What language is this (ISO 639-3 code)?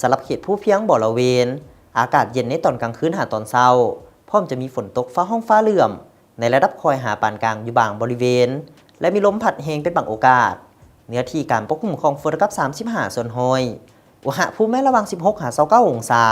lao